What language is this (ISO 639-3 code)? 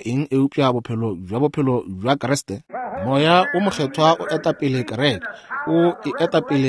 nso